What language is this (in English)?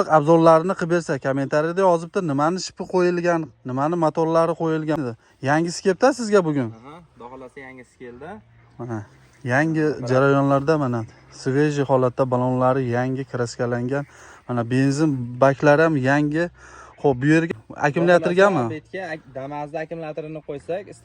Uzbek